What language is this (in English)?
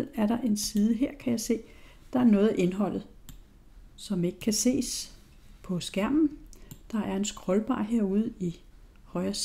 Danish